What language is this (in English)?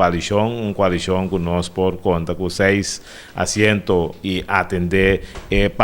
Papiamento